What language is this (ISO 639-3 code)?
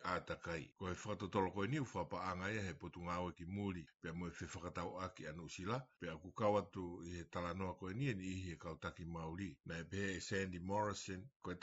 ton